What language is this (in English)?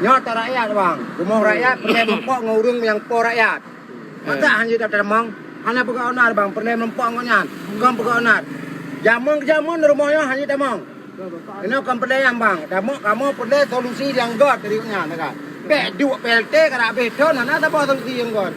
Achinese